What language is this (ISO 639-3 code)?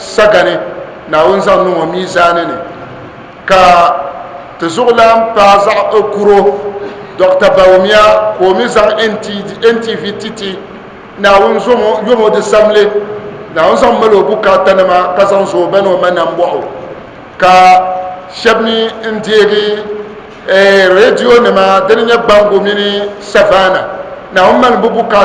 dag